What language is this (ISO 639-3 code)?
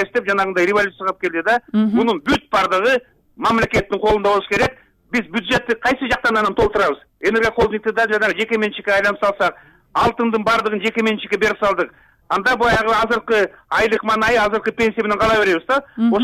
kir